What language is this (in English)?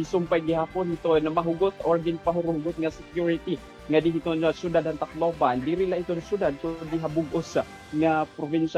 Waray